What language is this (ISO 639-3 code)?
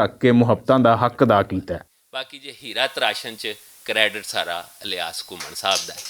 lah